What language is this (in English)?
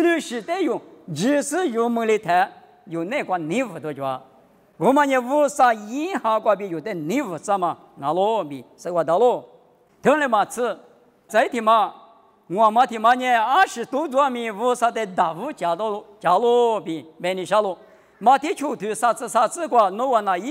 Lisu